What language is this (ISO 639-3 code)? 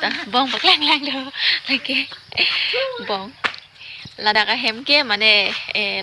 mjw